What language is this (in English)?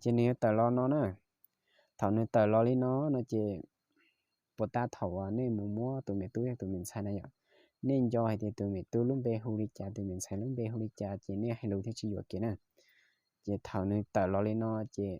Hmong